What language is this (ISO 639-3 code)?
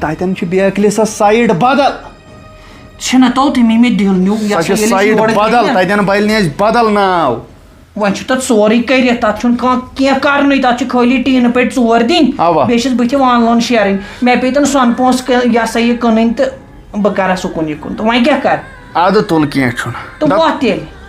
kas